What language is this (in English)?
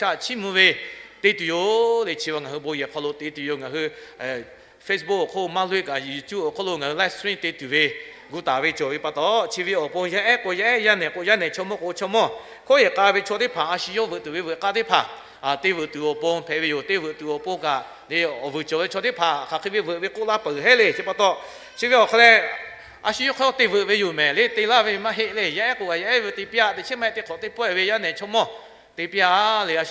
Lahu